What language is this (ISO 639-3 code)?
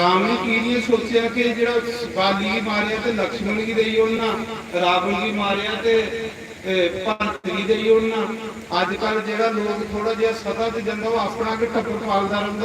doi